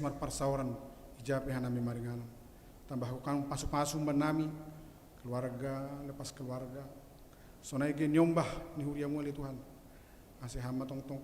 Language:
Batak Simalungun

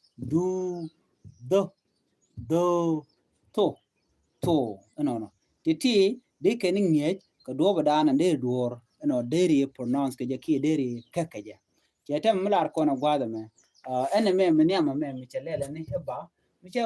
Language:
Nuer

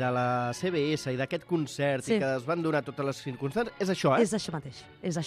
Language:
Catalan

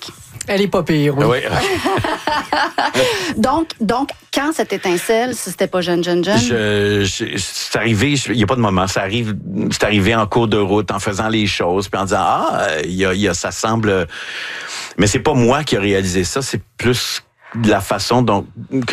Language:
French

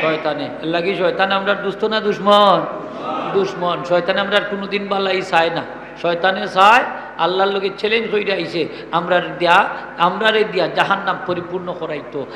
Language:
Sylheti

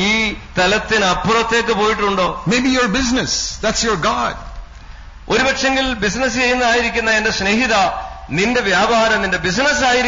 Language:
Malayalam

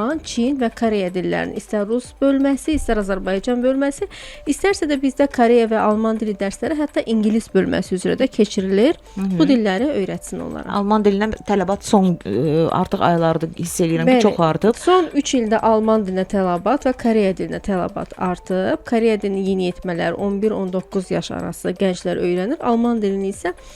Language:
Azerbaijani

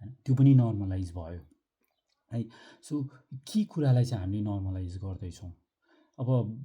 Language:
Nepali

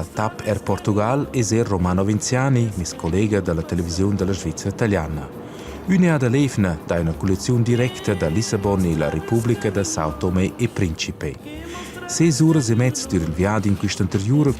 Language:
Romansh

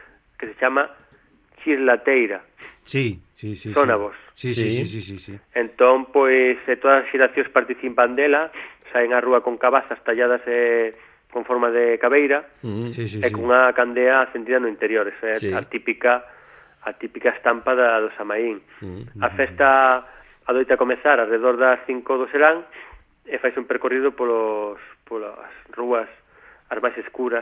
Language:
Galician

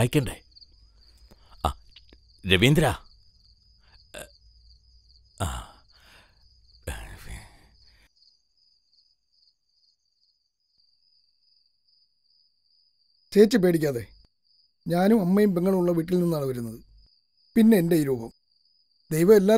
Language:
Malayalam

